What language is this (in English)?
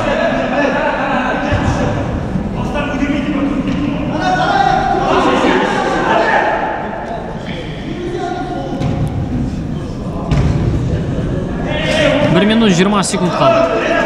Kazakh